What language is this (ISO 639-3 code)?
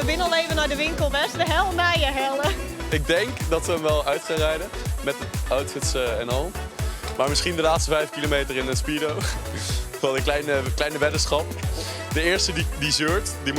fry